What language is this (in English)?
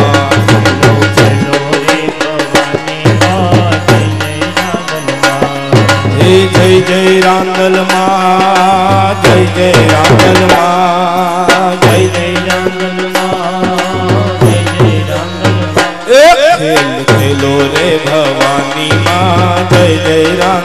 Gujarati